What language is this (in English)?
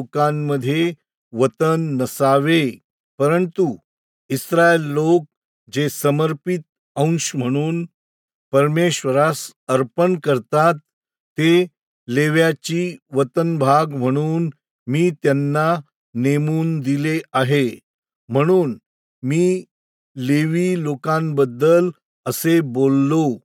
Marathi